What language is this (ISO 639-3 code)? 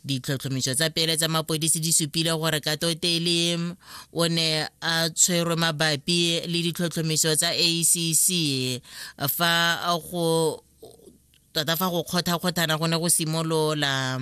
tsn